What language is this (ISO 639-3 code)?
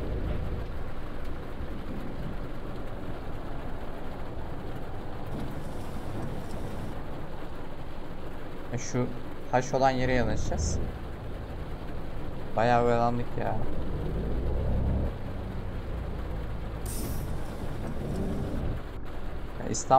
tur